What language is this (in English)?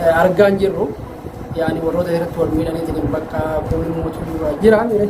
Oromo